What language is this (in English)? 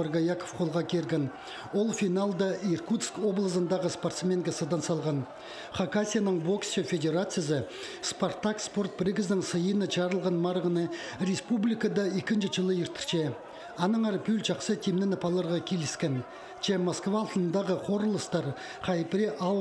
Khakas